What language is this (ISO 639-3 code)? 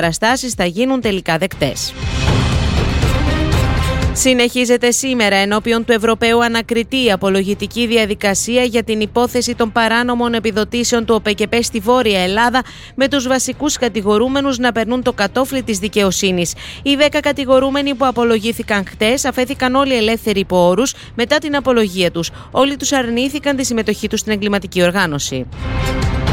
ell